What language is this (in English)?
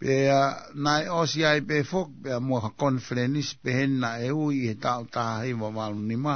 Tongan